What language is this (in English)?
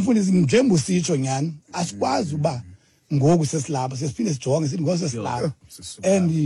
Xhosa